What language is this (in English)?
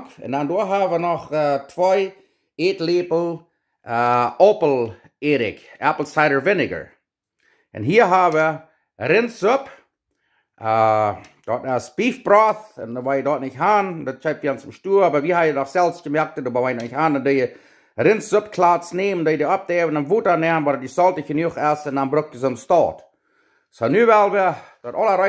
Plautdietsch